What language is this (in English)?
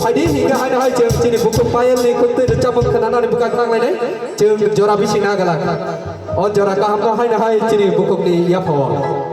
Kok Borok